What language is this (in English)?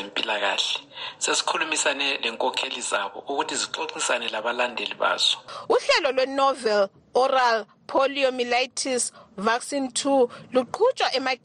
North Ndebele